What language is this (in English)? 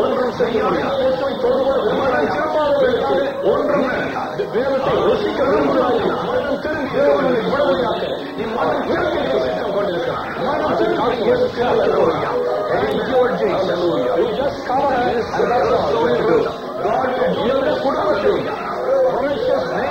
Tamil